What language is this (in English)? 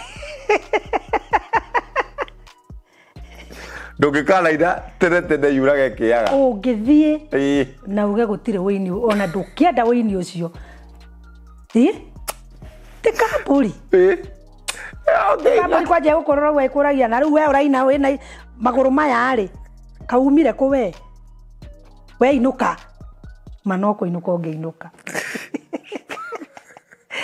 Kikuyu